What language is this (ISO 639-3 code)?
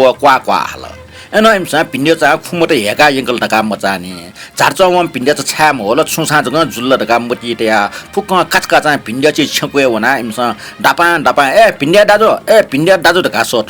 new